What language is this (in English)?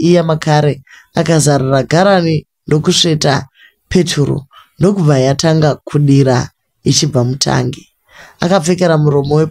Shona